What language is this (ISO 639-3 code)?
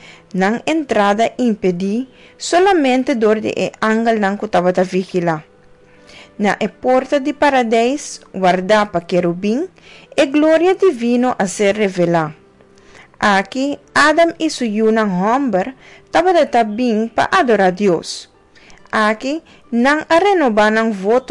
pap